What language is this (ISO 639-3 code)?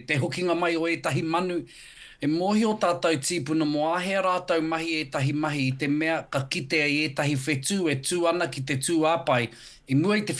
mri